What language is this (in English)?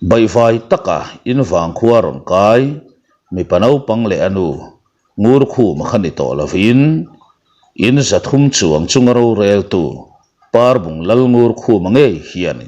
Mizo